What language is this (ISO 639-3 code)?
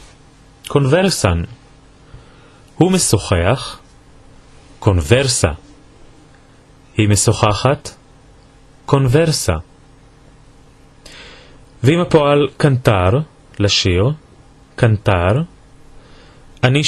heb